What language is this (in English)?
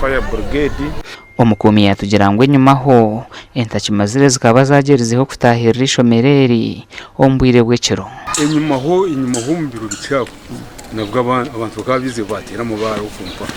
Nyankole